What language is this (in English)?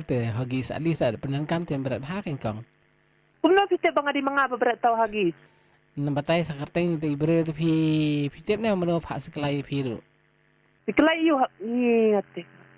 Khasi